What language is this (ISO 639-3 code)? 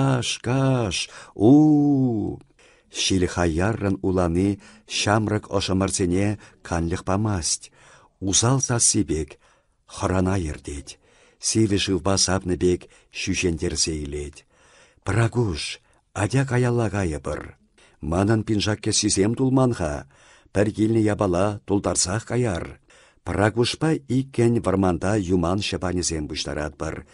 chv